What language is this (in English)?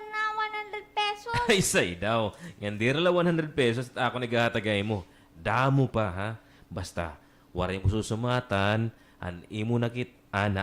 Waray